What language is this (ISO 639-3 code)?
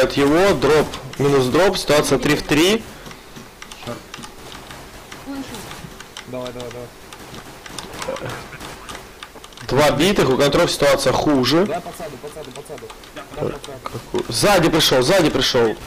rus